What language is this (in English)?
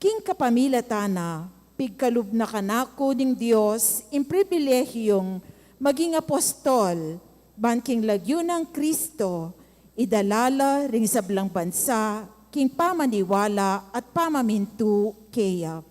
Pampanga